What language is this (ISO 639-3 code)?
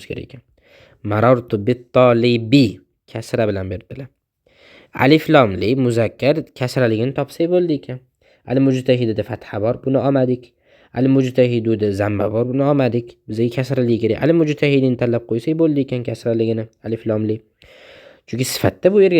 uzb